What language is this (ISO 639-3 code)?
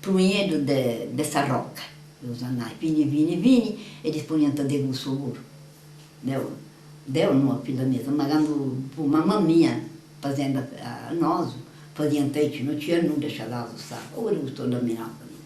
srd